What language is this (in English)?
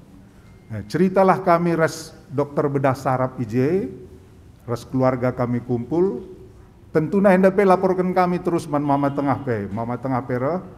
Batak Karo